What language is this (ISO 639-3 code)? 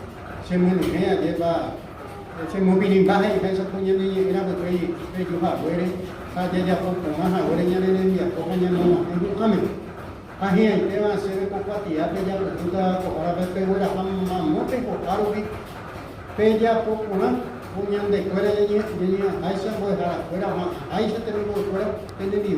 grn